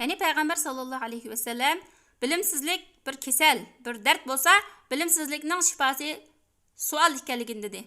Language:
Uyghur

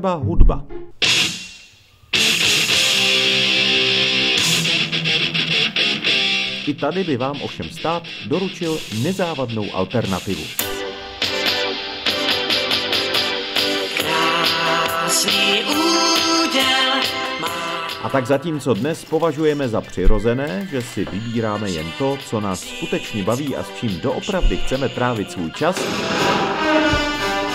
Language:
Czech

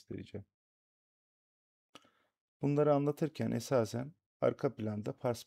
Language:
Turkish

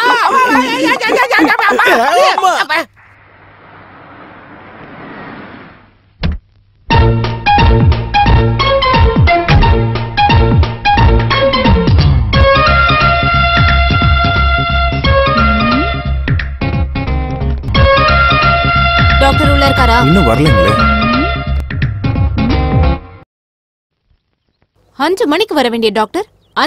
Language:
Tamil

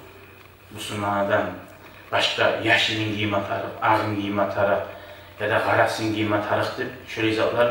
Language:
Kumyk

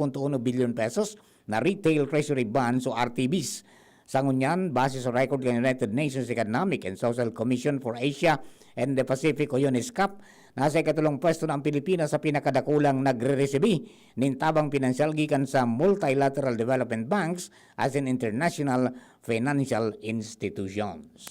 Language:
Bikol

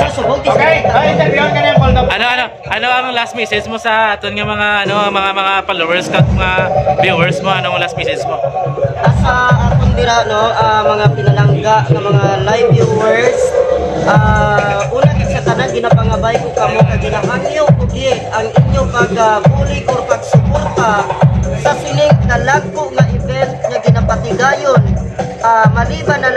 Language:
Hiligaynon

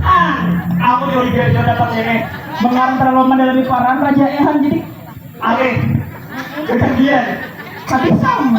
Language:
Banjar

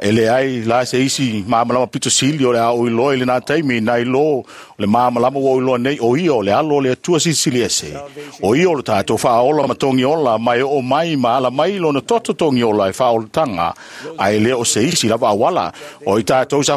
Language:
Samoan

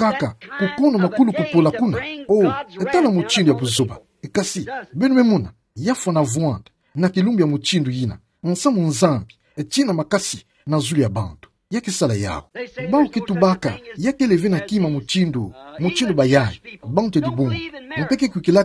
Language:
Kituba (Democratic Republic of Congo)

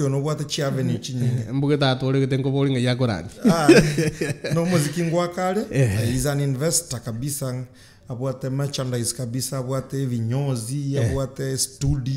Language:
Gusii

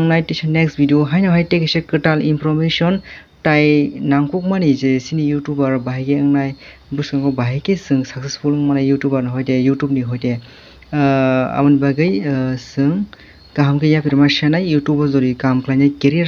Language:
Kok Borok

